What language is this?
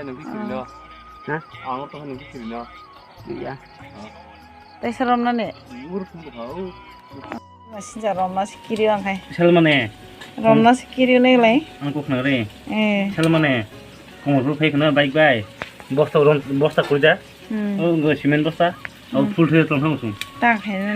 Kok Borok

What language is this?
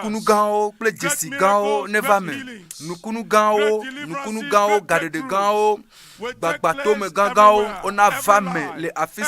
Ewe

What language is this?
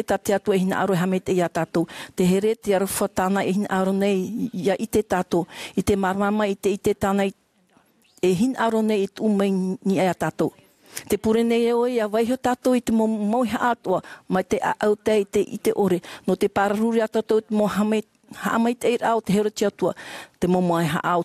Tahitian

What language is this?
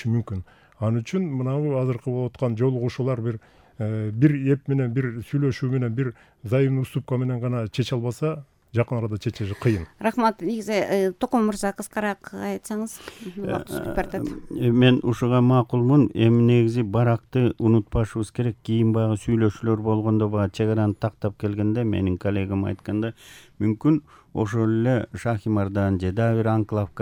Kyrgyz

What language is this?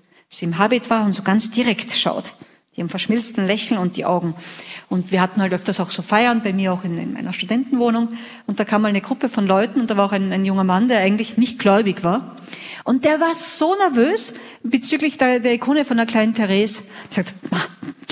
German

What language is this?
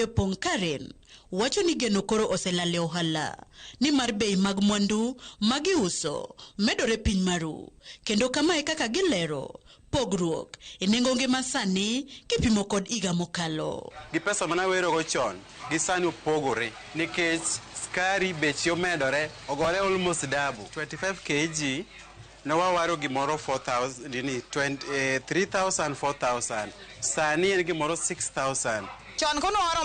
Luo (Kenya and Tanzania)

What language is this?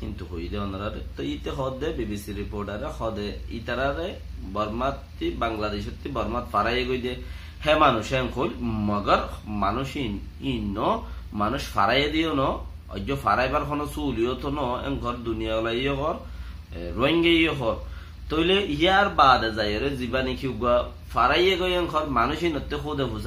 Rohingya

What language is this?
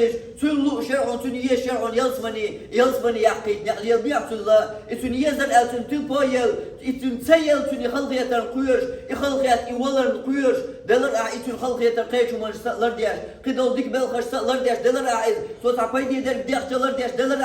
Chechen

